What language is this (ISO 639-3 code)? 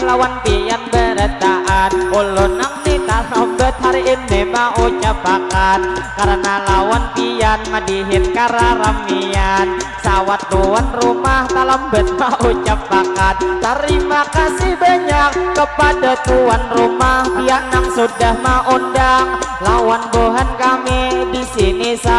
bjn